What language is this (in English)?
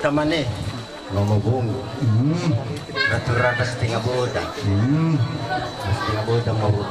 Nias